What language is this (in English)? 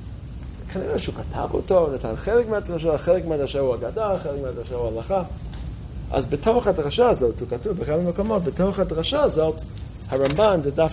Hebrew